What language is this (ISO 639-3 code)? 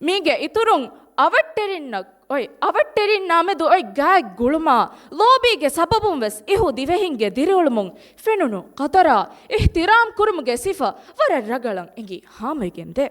div